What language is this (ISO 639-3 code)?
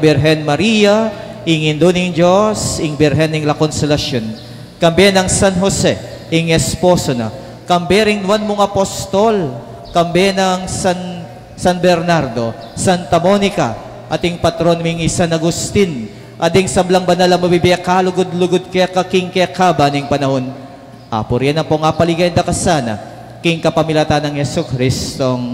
pam